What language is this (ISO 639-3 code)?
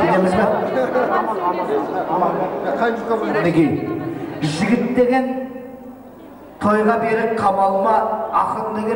kaz